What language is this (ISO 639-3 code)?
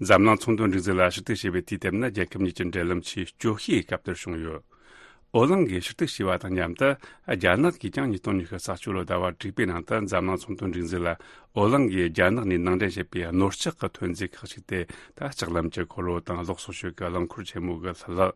bod